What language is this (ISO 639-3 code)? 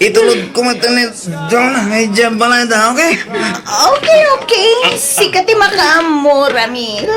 ilo